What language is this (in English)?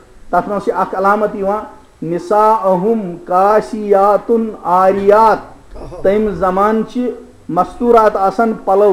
Kashmiri